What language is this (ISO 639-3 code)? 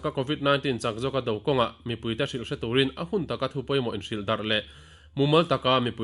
lus